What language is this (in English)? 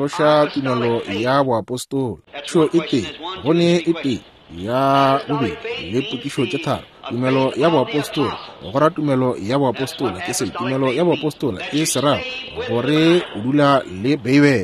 Northern Sotho